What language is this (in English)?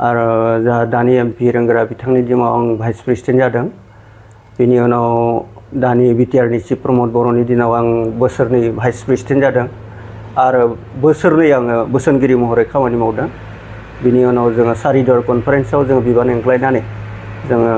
Bodo